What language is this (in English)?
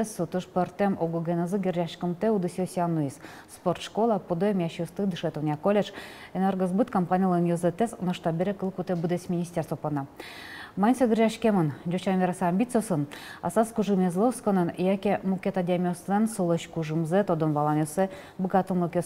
Udmurt